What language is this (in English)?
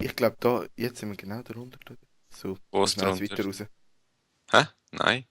Swiss German